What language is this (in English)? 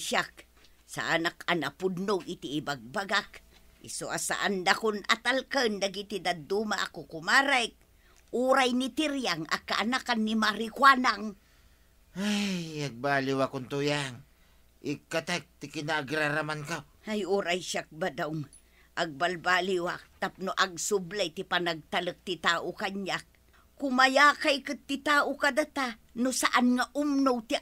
Iloko